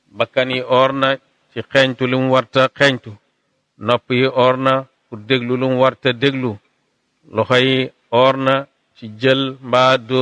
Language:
Wolof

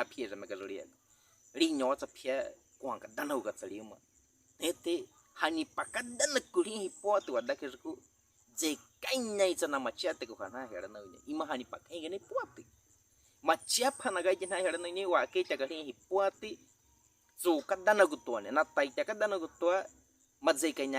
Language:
Baniwa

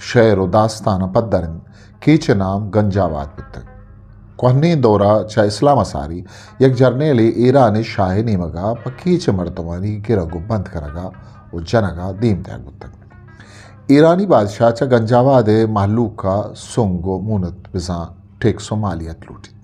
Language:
Eastern Balochi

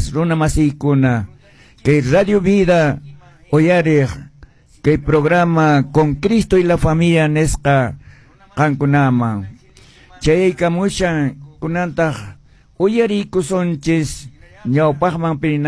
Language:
Quechua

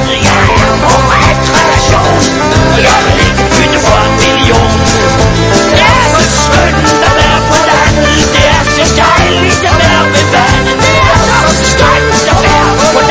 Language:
Danish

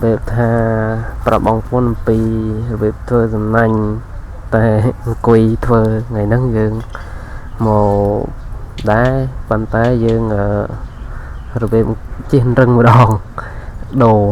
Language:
Khmer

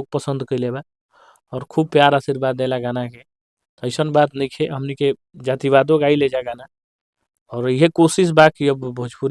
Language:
Bhojpuri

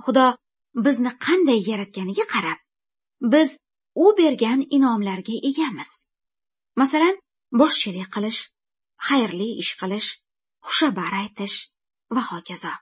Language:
Uzbek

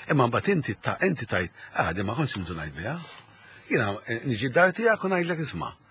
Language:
Maltese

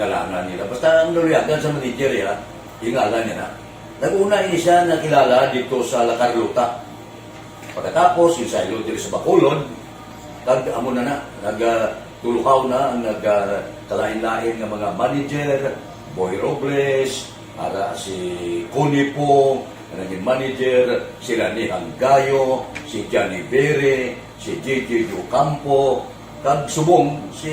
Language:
Hiligaynon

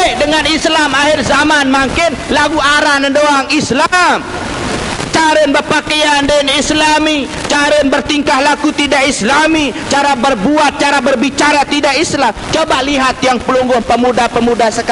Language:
Sasak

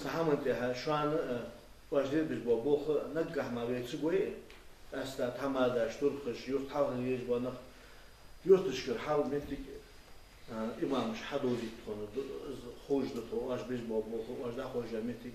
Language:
Ingush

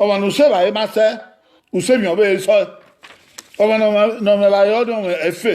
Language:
Bini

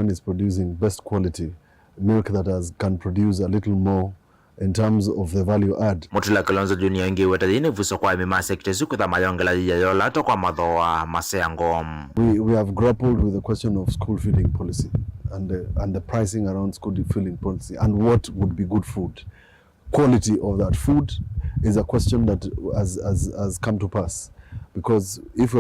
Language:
Kamba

